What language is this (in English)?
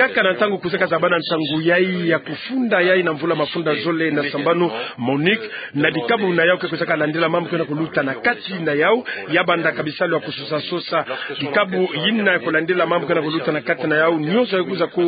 Kituba (Democratic Republic of Congo)